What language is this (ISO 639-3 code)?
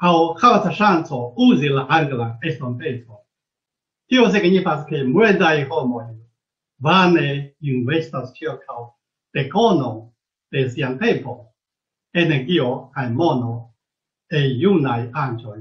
epo